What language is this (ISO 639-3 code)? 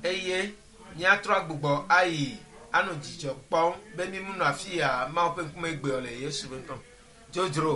ewe